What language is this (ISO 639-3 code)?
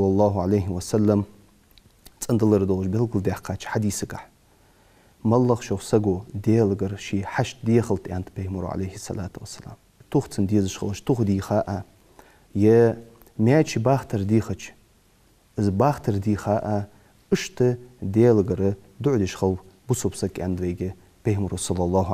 inh